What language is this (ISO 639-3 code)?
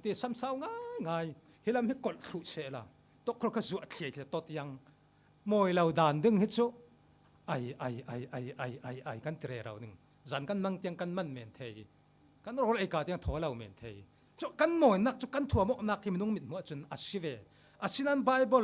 cfm